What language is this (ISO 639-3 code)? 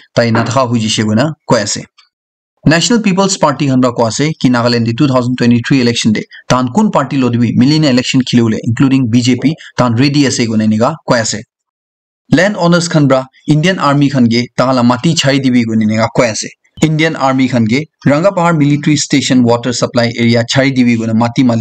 nag